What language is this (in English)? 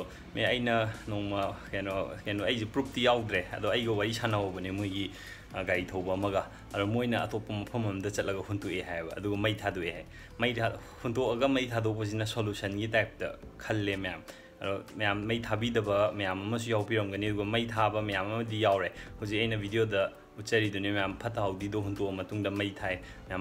Manipuri